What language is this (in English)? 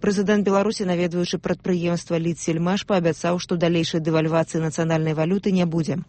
Belarusian